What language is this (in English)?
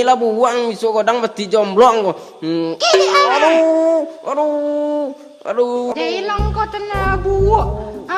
Minangkabau